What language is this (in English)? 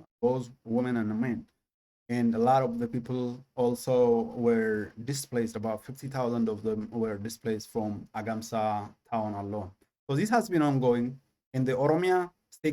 English